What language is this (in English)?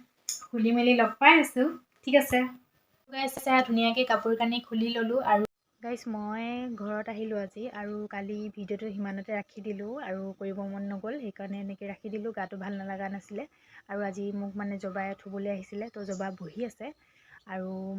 Assamese